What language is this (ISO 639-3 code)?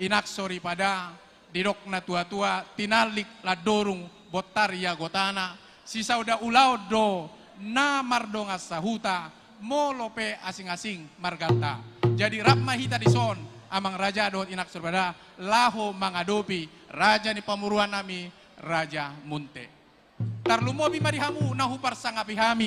bbc